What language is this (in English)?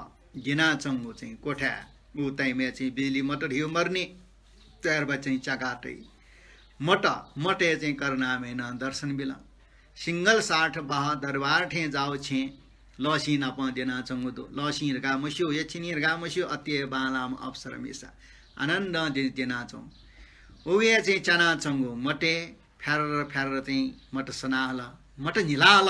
Newari